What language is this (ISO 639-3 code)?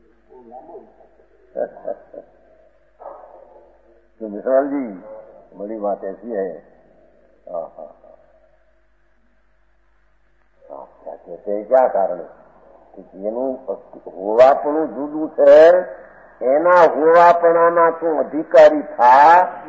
guj